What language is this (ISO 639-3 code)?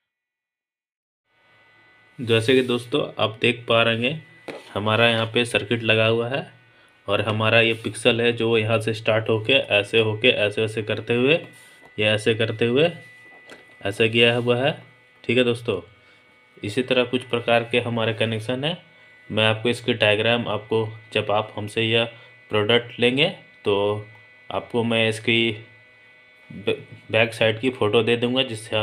hin